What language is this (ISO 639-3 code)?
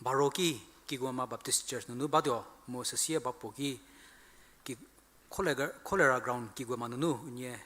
njm